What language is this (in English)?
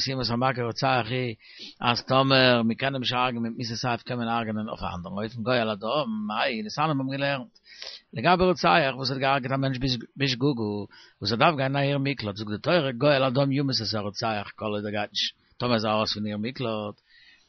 Yiddish